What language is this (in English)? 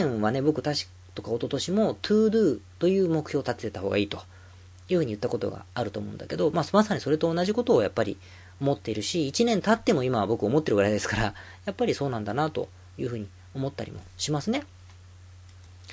Japanese